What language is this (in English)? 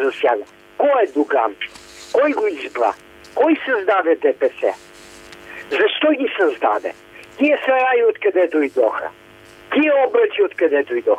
Bulgarian